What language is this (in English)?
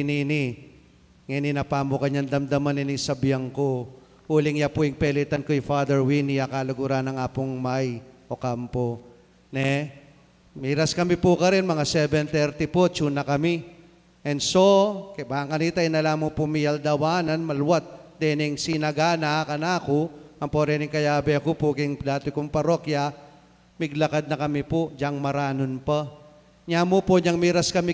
Pampanga